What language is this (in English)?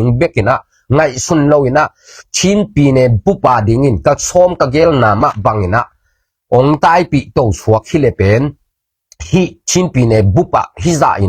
Tedim Chin